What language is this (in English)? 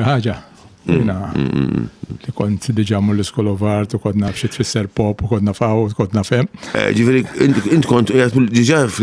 Maltese